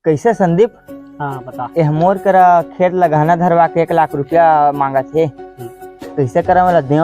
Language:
Chhattisgarhi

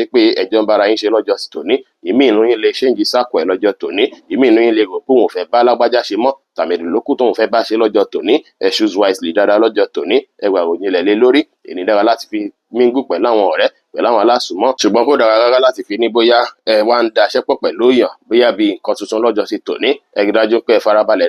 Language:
Yoruba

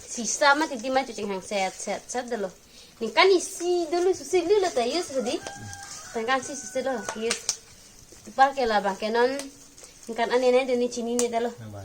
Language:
Karbi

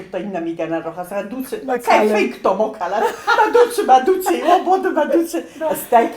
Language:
Ossetic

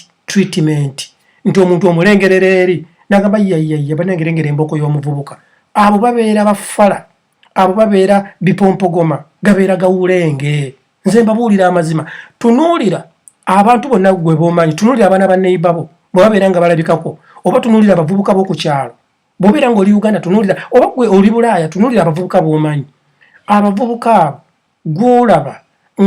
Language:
Ganda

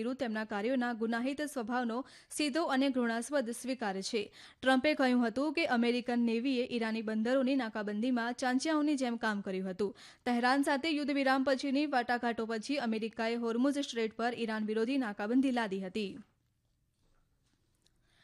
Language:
Gujarati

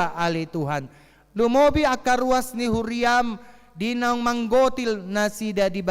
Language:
Batak Toba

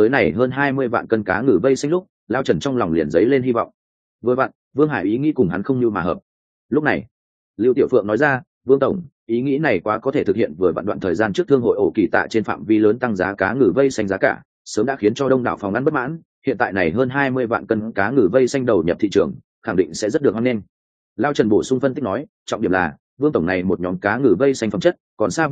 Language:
Vietnamese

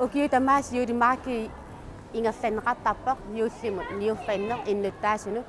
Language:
Kalaallisut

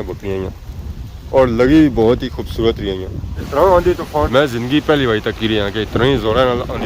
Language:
Pahari-Potwari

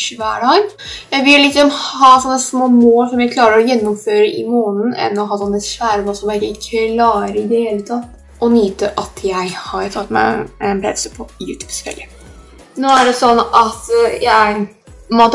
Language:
Norwegian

